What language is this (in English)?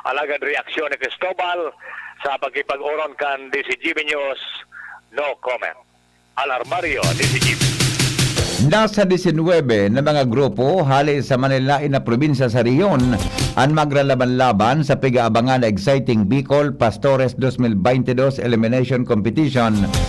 Bikol